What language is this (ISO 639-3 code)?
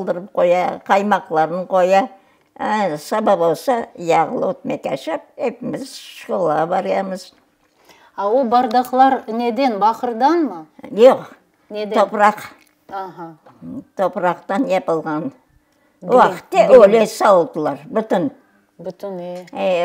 crh